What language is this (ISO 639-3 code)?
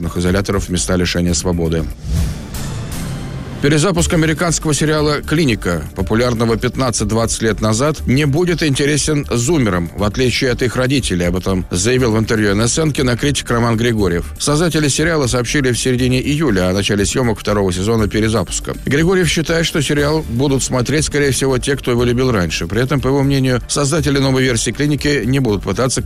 rus